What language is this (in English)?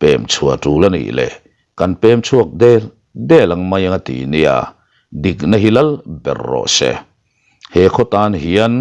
Mizo